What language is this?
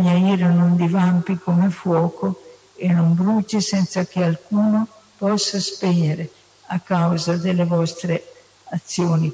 Italian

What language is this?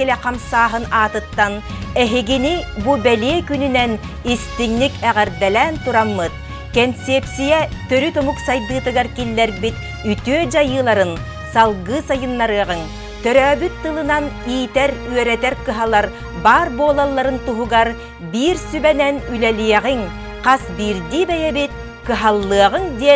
Yakut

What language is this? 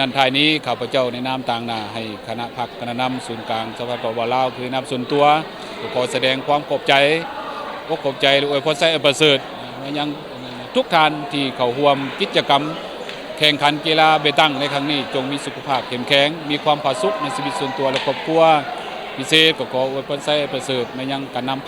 Lao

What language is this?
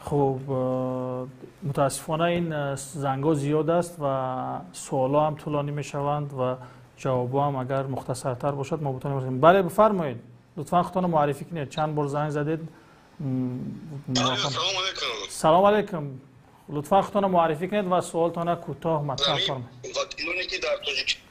Tajik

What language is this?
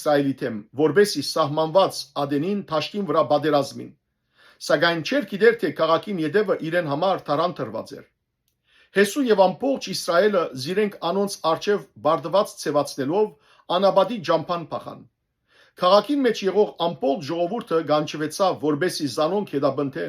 Western Armenian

